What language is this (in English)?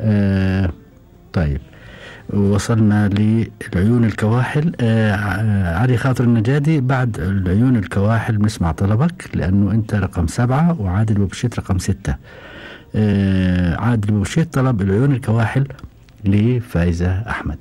Gulf Arabic